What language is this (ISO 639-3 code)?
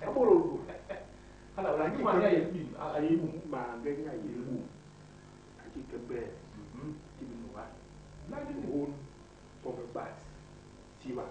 bas